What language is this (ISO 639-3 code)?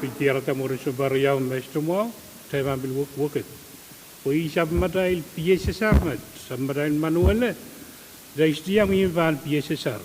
pon